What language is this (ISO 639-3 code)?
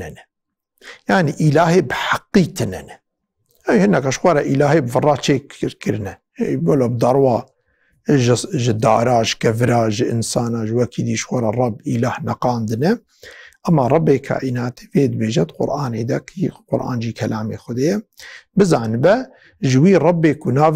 kur